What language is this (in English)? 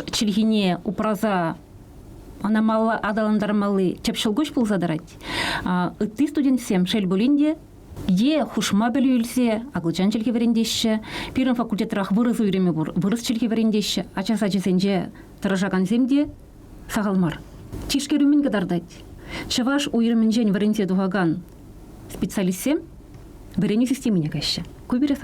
Chuvash